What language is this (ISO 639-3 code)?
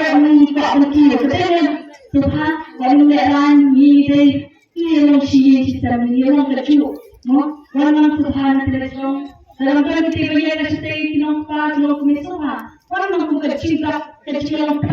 kha